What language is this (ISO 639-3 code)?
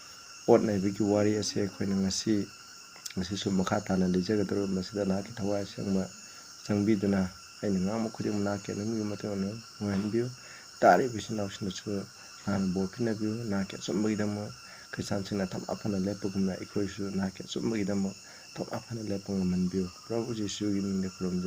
mni